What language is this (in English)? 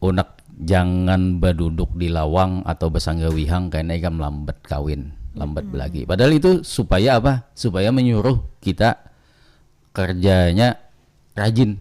Banjar